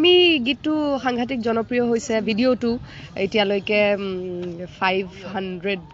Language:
Assamese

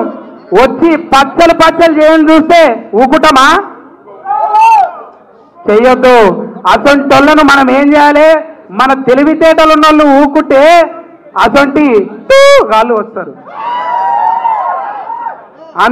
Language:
Telugu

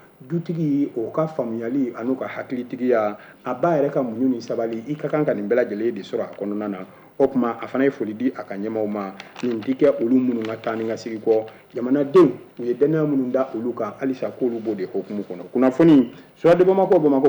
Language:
Bambara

